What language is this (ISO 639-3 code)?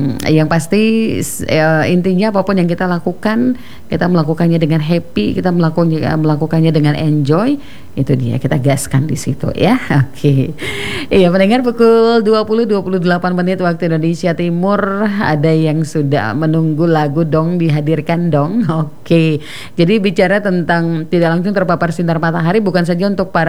ind